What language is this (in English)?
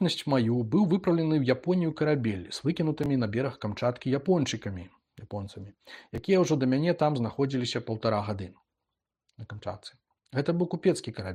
Belarusian